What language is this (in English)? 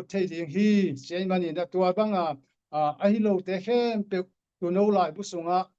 Tedim Chin